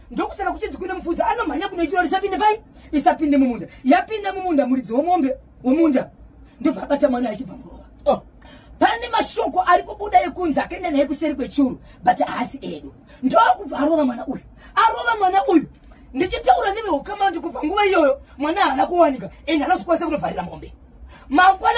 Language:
Shona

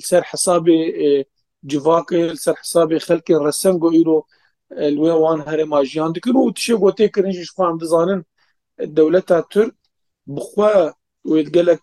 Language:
Kurdish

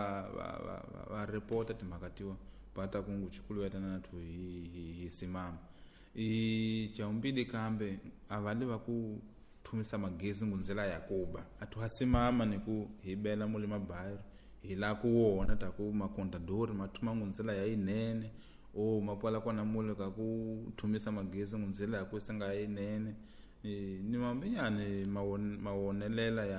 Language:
Tsonga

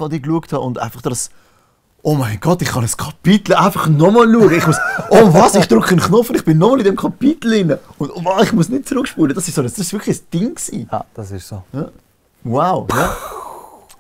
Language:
Swiss German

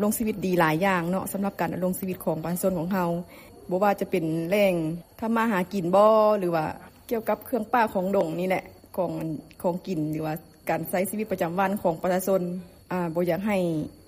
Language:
Lao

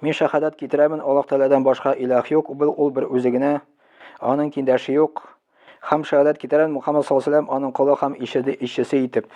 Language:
Tatar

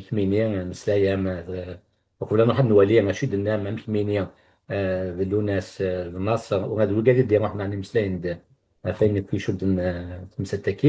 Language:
Kabyle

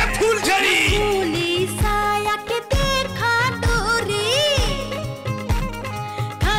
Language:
Bhojpuri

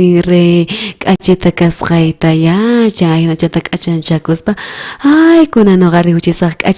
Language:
South Bolivian Quechua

